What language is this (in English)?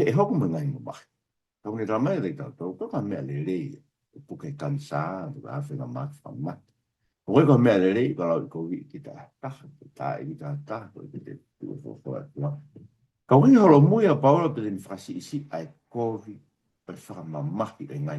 Tongan